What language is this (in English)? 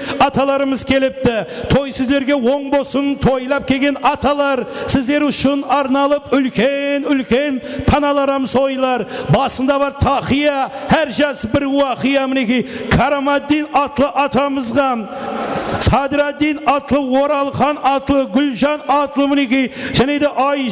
Kara-Kalpak